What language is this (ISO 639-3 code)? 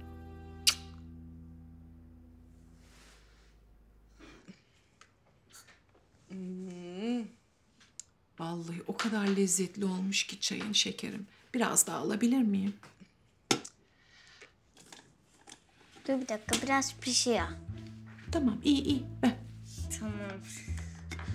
tur